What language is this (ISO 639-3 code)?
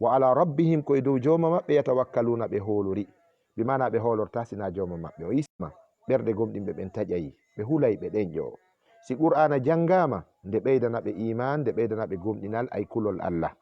ful